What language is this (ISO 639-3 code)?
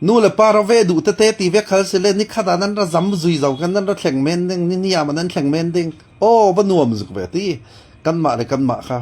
cfm